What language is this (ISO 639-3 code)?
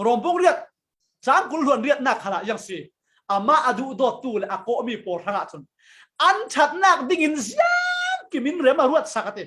cfm